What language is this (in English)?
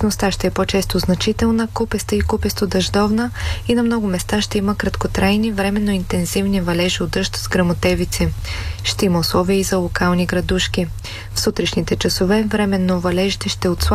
Bulgarian